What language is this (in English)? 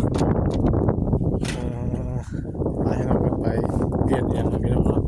Northeastern Thai